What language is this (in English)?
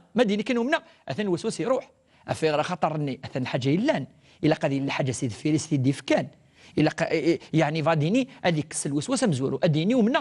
Kabyle